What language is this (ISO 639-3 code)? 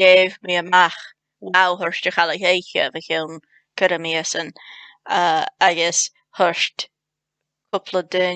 gla